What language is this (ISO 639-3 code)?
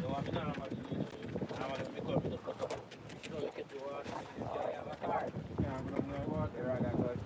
jam